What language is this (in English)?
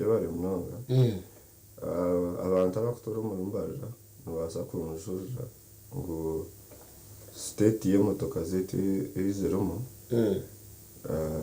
Nyankole